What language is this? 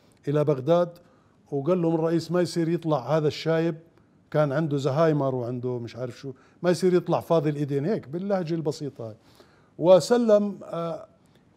Mesopotamian Arabic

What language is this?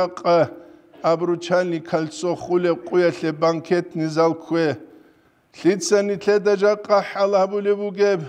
Avaric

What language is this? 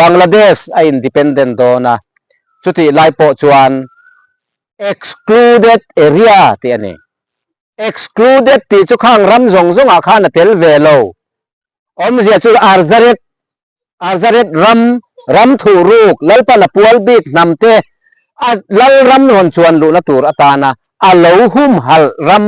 Mizo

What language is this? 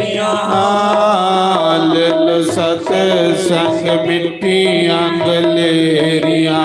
Dogri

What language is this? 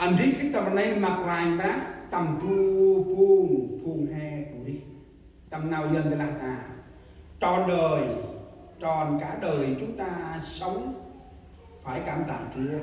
Central Mnong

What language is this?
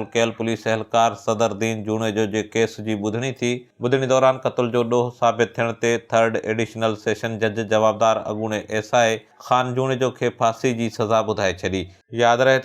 Sindhi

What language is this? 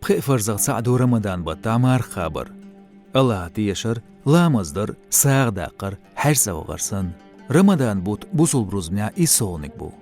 Chechen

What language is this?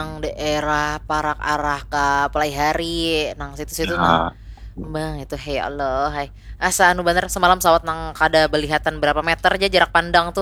Banjar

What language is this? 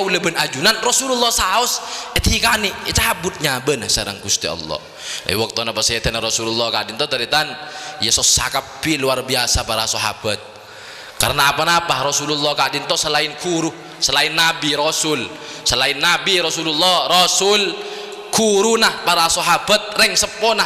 Madurese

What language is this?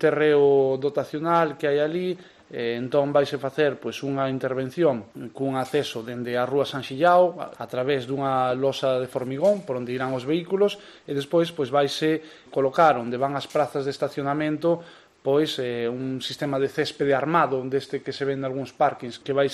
Galician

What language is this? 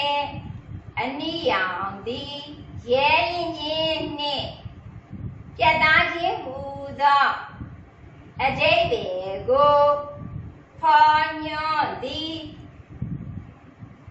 Burmese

